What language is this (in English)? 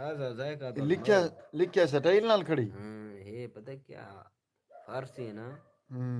Saraiki